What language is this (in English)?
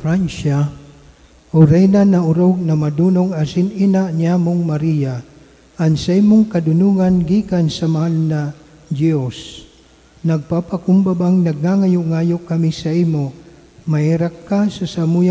Bikol